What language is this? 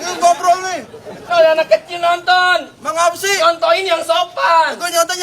Betawi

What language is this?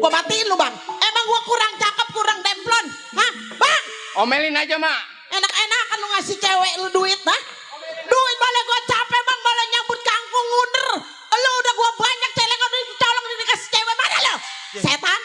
Betawi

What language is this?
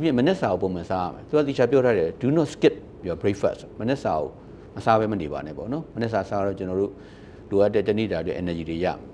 Burmese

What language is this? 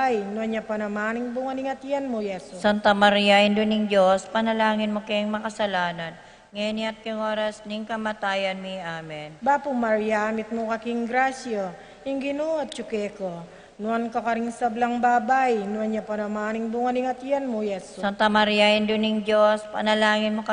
Pampanga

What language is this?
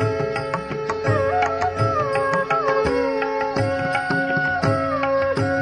Kannada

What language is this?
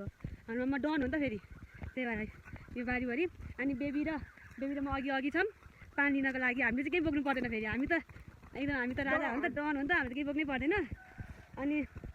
Nepali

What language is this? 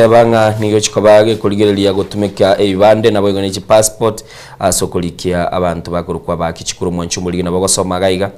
Gusii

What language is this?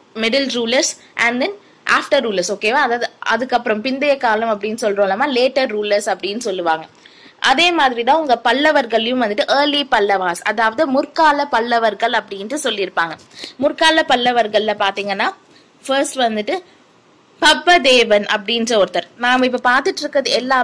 Tamil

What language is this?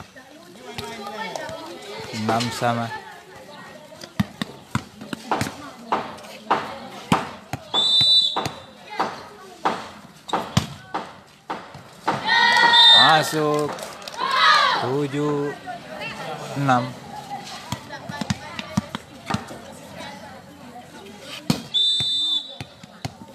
Indonesian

